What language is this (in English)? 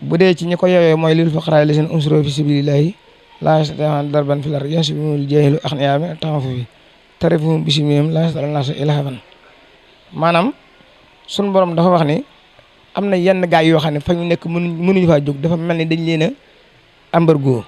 Wolof